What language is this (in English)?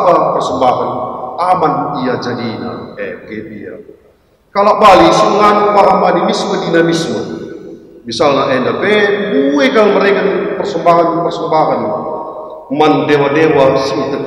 Batak Karo